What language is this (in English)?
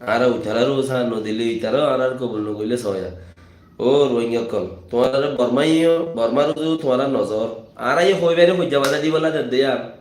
Rohingya